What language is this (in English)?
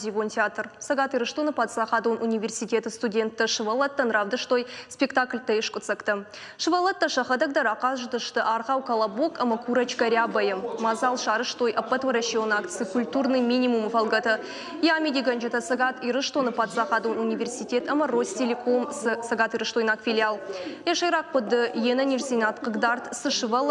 Ossetic